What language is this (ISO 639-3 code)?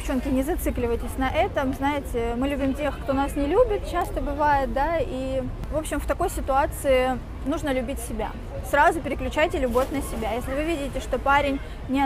rus